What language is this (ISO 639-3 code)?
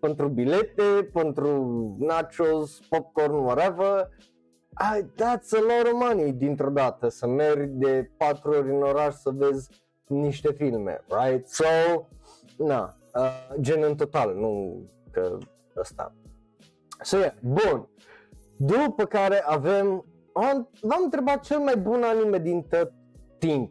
ron